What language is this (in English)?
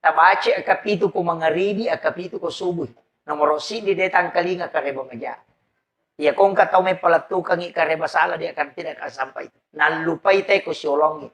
Buginese